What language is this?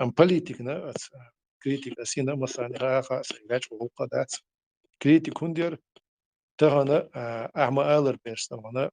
Chechen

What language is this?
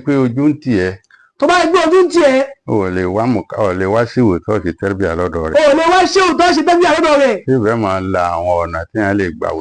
Yoruba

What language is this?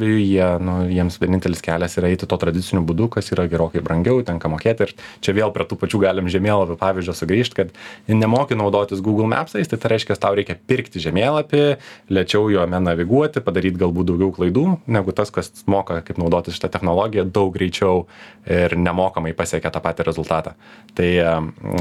Lithuanian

